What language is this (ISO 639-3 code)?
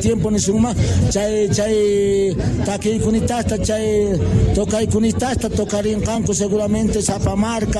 que